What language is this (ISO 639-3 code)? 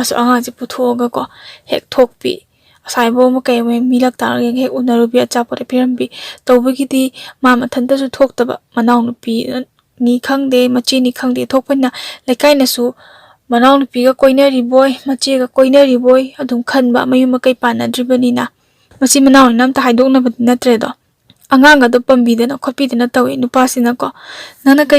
mni